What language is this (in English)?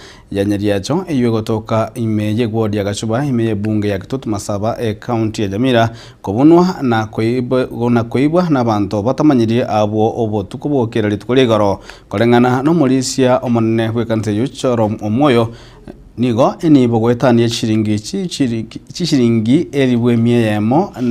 Gusii